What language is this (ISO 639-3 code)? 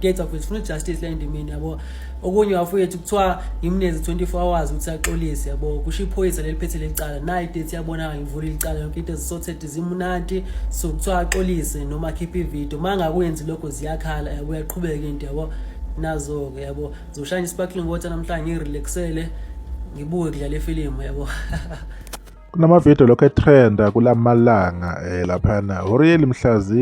zul